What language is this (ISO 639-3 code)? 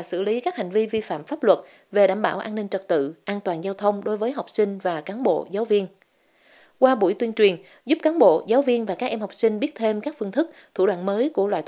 vie